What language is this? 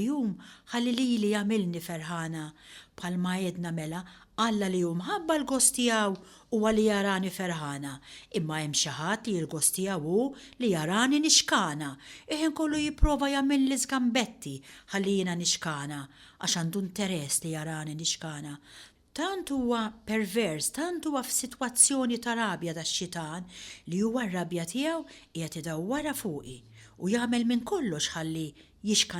Maltese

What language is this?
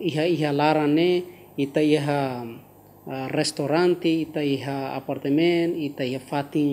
Tetum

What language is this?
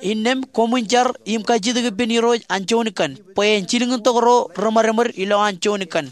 Marshallese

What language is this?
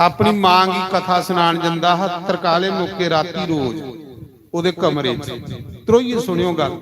Dogri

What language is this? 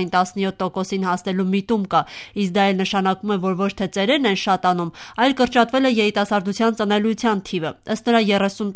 Armenian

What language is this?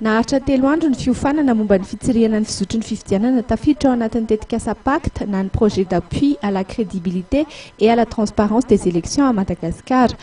Malagasy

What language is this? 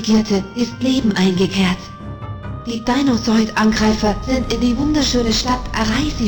Bavarian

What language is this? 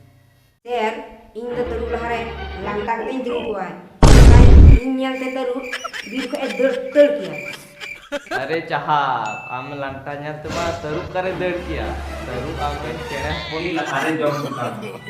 Santali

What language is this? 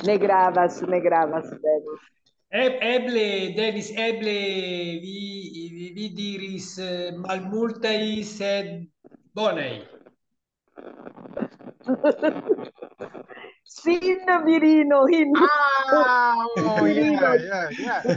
Esperanto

